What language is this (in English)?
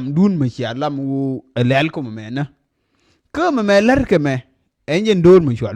Nuer